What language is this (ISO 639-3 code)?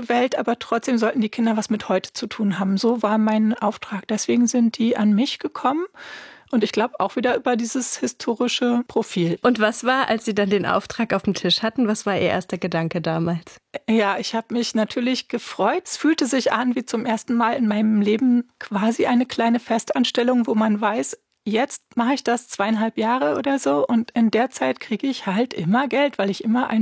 deu